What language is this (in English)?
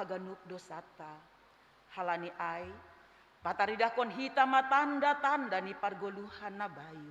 Batak Simalungun